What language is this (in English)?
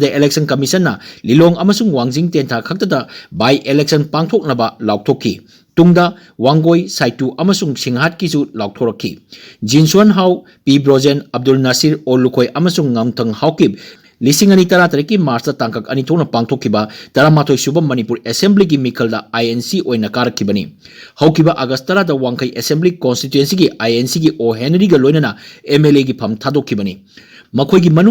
Manipuri